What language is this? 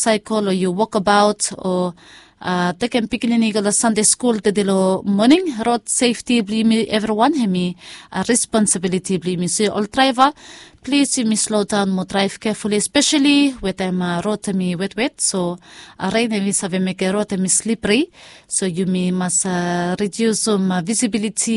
Bislama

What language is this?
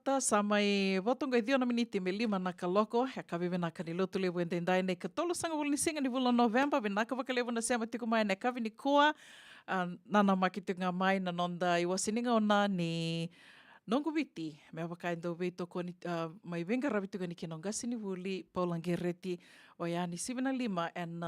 Fijian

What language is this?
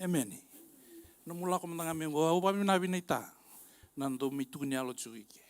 Fijian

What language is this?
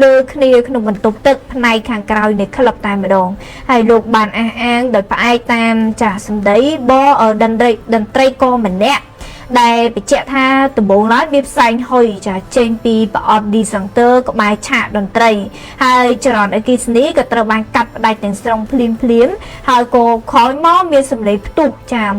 Khmer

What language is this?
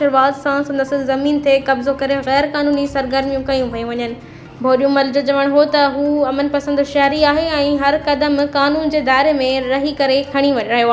Sindhi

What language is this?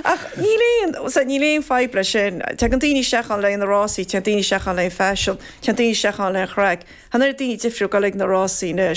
Irish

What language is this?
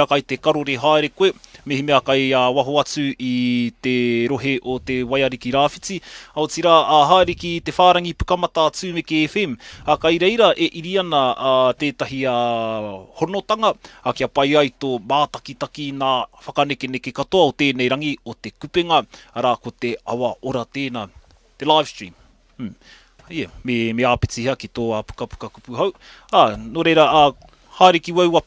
Māori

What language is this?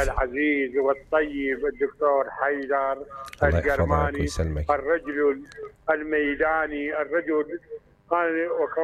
Mesopotamian Arabic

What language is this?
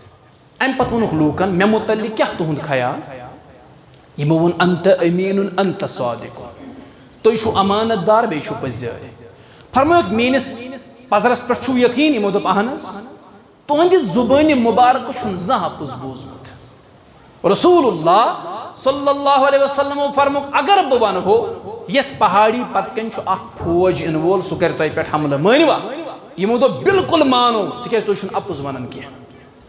Kashmiri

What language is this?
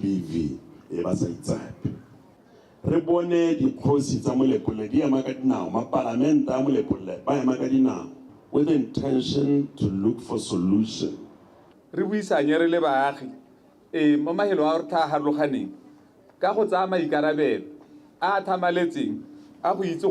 Tswana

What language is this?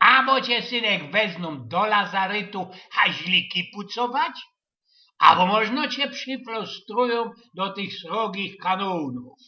Silesian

